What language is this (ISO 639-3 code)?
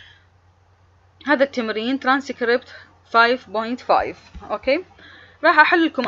acm